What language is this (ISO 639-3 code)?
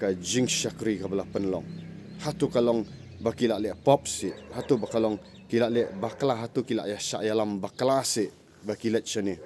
kha